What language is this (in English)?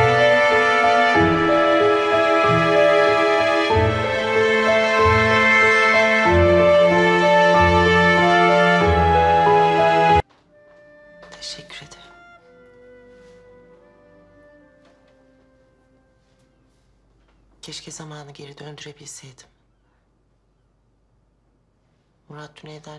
Turkish